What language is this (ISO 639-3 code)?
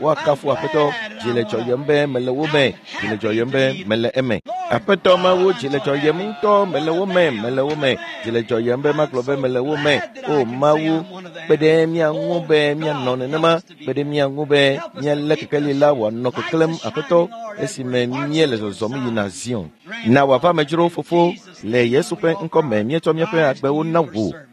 ewe